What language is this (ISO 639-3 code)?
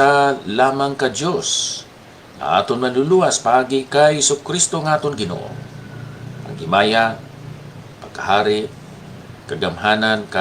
hil